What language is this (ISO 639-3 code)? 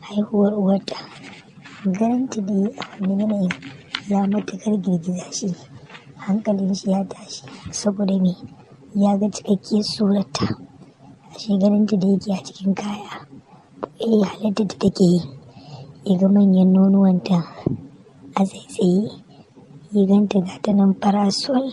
hau